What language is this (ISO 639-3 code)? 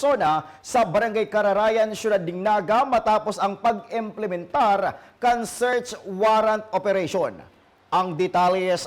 bik